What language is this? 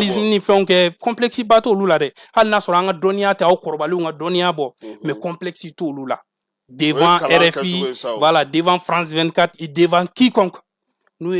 Bambara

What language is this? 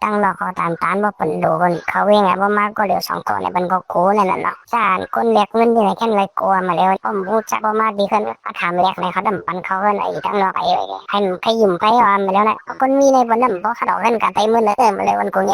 Shan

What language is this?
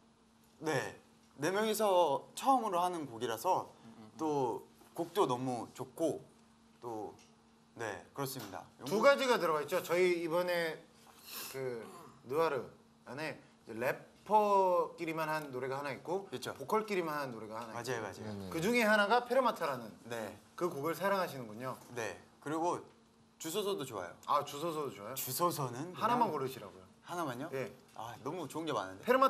Korean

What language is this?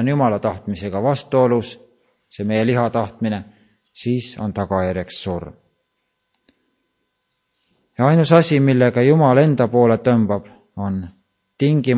Estonian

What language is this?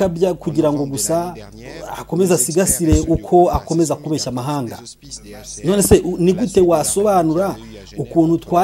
Kinyarwanda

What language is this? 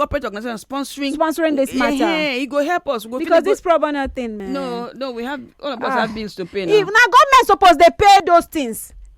Nigerian Pidgin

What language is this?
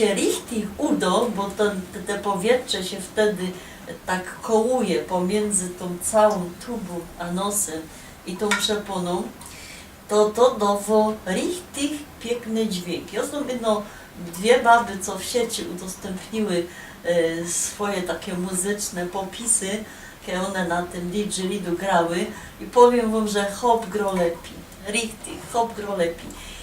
Silesian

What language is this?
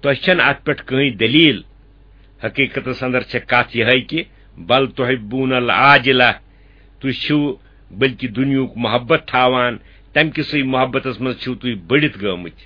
Kashmiri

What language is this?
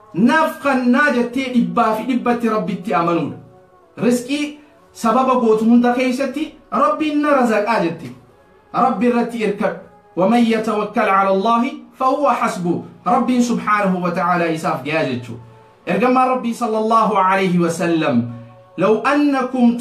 Oromo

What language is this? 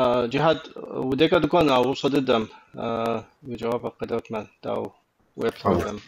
Kabardian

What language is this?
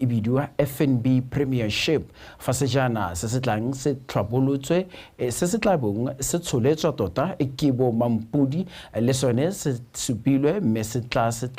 Tswana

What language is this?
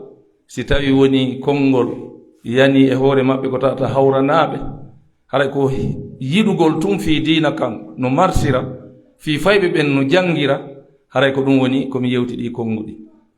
Pular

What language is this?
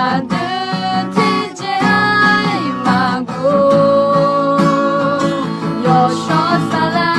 Akha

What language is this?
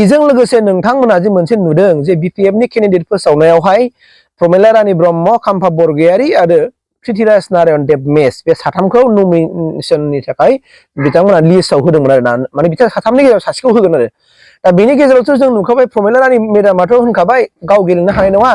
Bodo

